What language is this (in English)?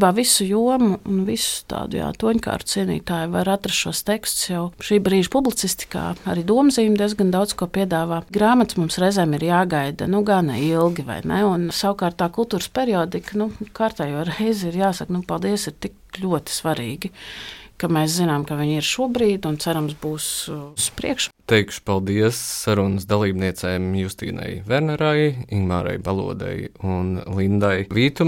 Latvian